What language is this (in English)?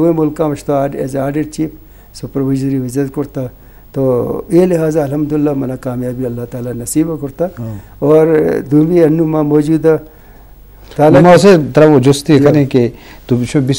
Baluchi